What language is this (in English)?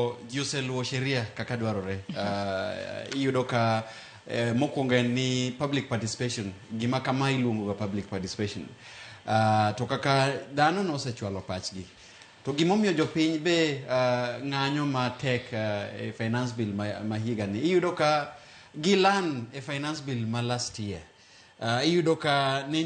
Luo (Kenya and Tanzania)